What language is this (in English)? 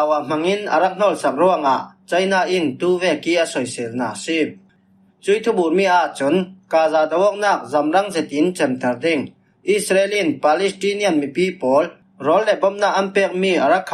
Falam Chin